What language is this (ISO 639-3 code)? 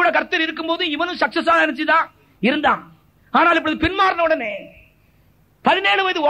tam